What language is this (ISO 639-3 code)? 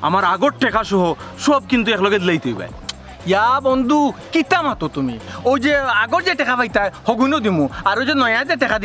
syl